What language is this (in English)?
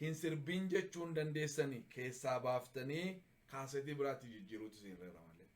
Oromo